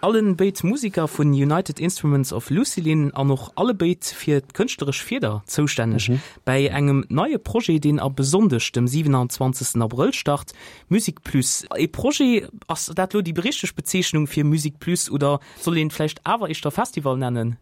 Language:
Luxembourgish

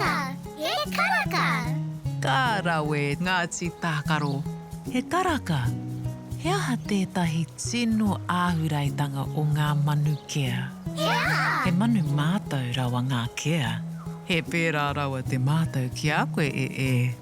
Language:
Māori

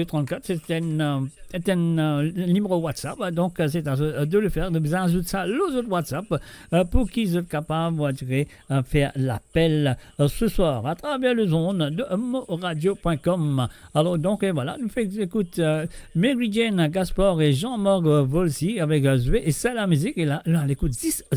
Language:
Morisyen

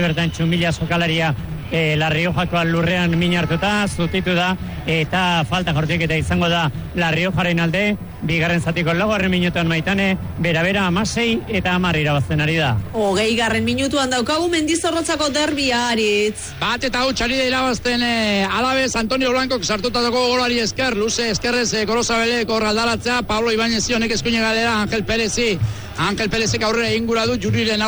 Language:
Basque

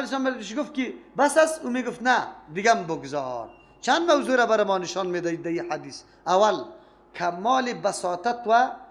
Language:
Persian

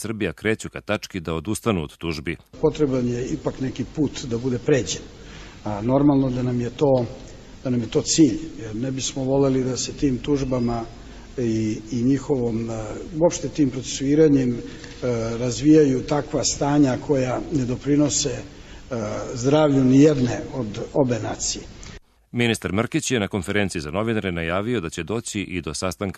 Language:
Serbian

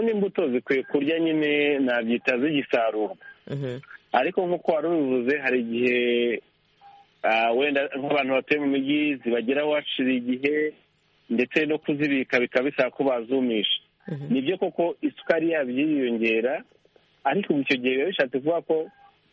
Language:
Kinyarwanda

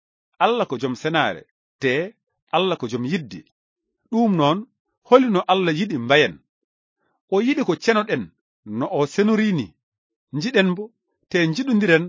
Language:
Fula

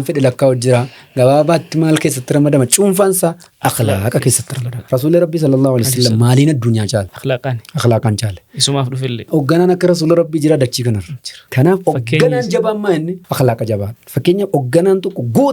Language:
Oromo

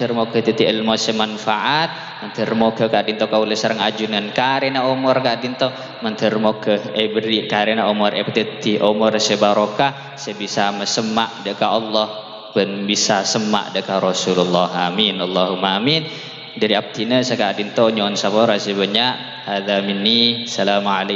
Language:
Madurese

